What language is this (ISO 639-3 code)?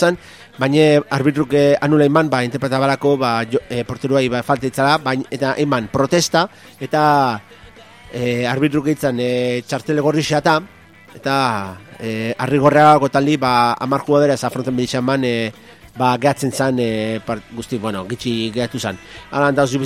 eus